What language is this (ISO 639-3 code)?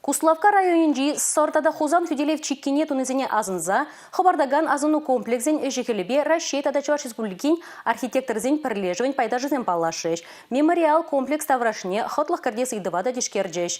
chv